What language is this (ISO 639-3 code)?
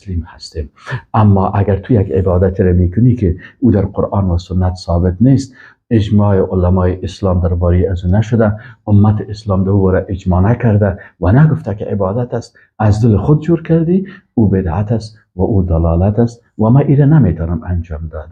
fas